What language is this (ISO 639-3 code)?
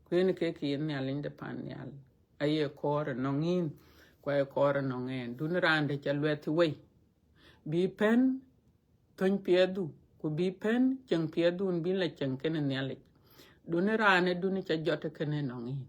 din